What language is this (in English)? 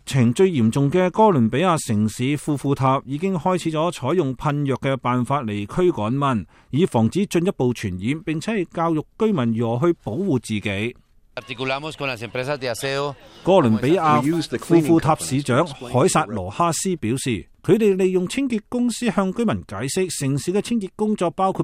Cantonese